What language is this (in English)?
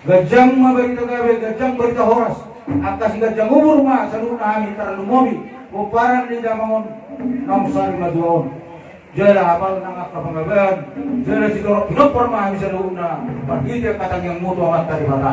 Batak Toba